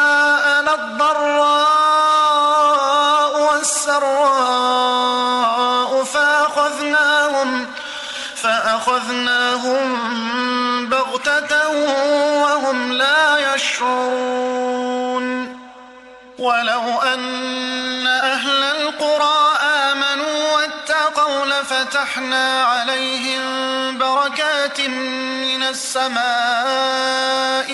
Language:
Arabic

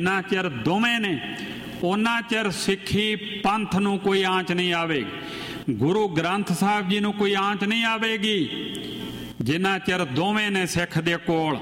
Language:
Punjabi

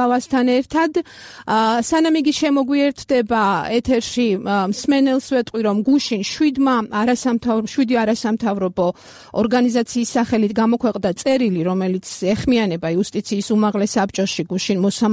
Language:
Georgian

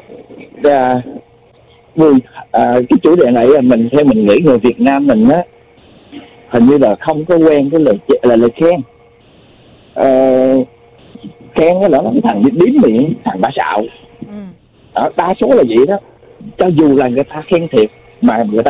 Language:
Vietnamese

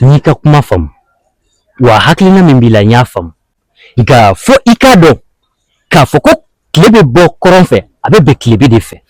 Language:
Bambara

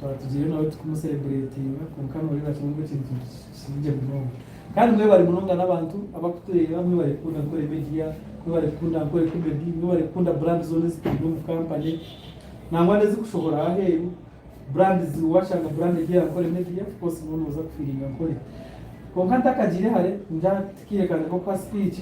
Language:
Nyankole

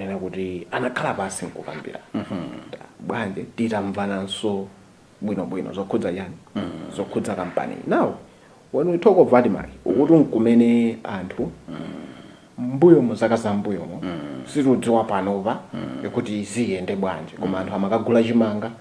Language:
Nyanja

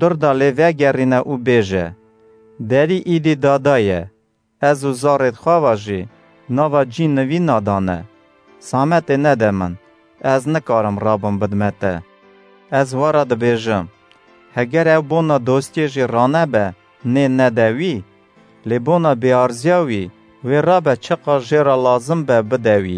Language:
Kurdish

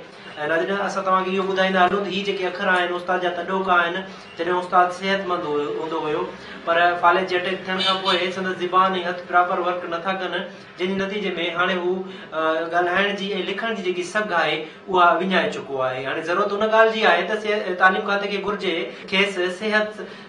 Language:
Sindhi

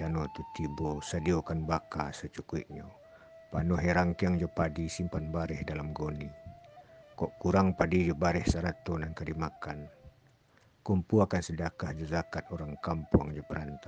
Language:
Minangkabau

